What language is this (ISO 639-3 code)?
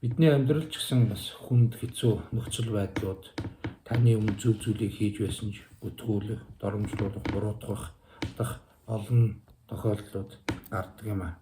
mon